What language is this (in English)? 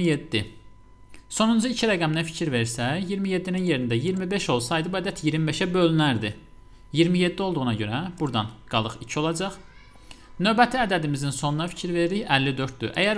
Azerbaijani